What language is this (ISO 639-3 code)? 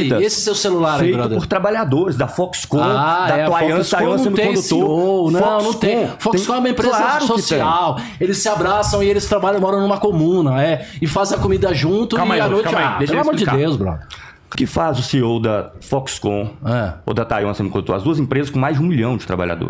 por